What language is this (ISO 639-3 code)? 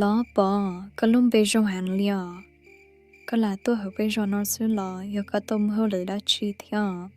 hmn